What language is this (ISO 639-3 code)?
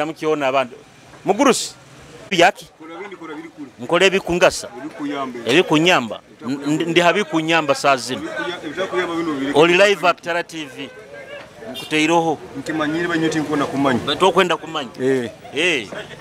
nyo